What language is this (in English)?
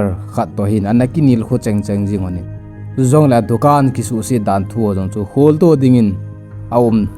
Thado Chin